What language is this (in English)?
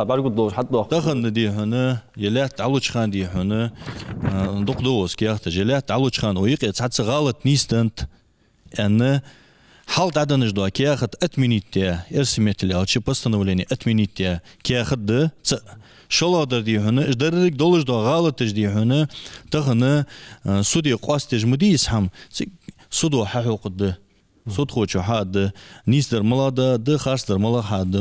Ingush